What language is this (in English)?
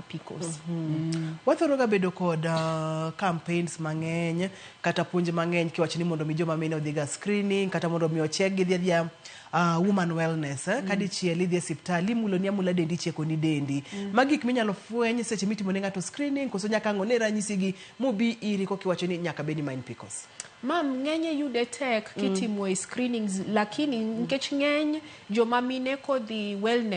Luo (Kenya and Tanzania)